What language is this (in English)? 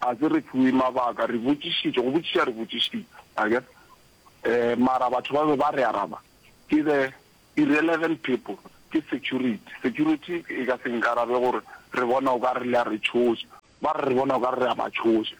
Northern Sotho